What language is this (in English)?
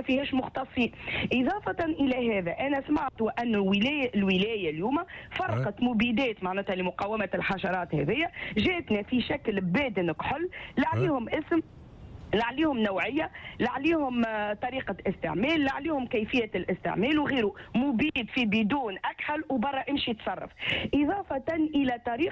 Tunisian Arabic